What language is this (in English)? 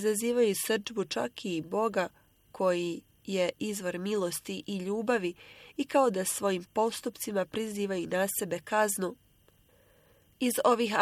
Bosnian